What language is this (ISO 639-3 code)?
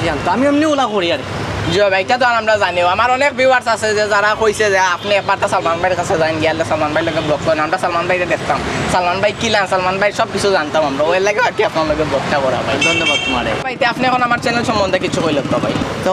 syl